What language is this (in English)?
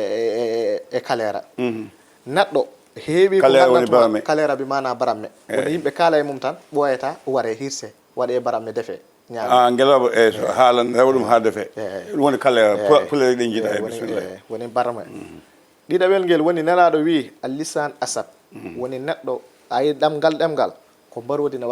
Fula